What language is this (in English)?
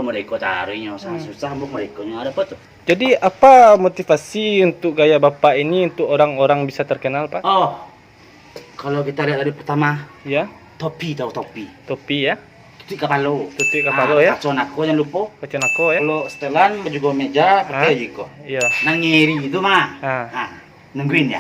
Minangkabau